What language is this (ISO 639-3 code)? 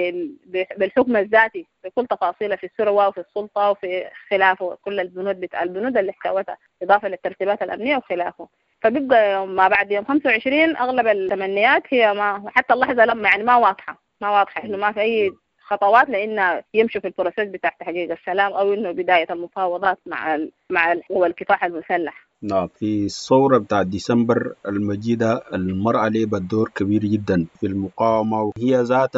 apd